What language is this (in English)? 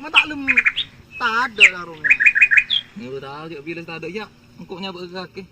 Madurese